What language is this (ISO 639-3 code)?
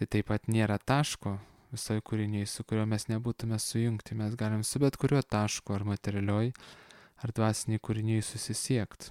lit